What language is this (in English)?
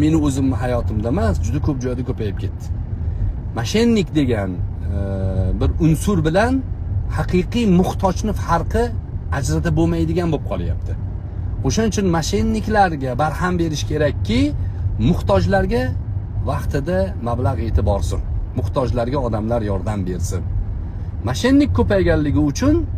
Uzbek